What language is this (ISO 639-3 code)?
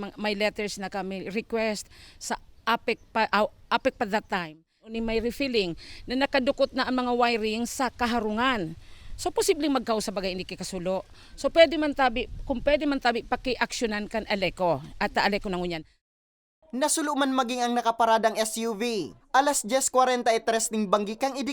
bik